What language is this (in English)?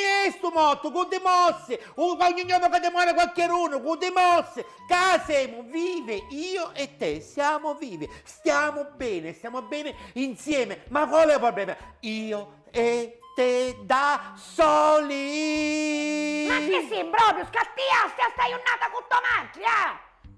Sicilian